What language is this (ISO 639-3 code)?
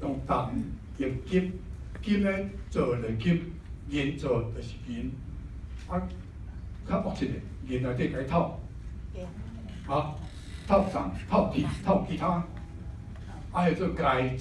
nan